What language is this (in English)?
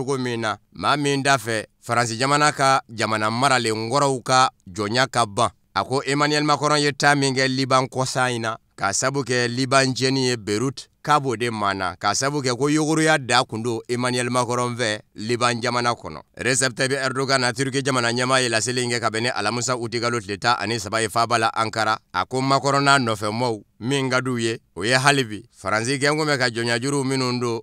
Bambara